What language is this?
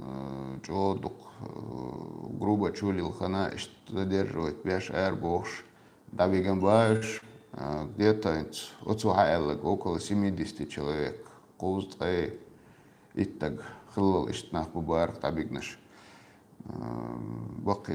Chechen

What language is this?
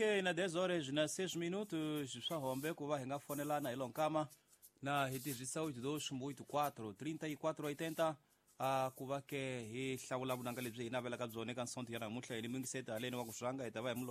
Tsonga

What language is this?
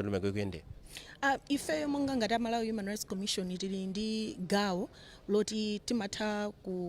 Nyanja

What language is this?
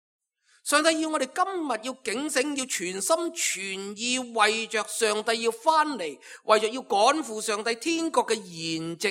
Cantonese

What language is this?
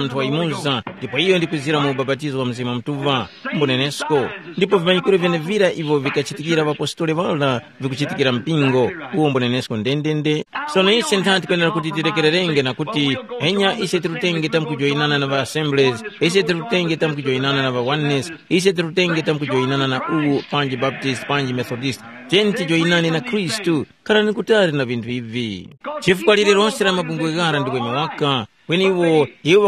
Tumbuka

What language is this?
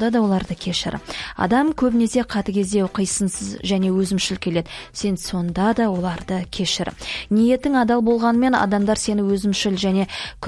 Kazakh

